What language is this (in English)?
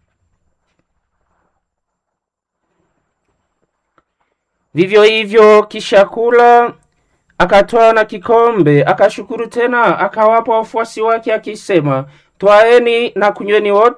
Swahili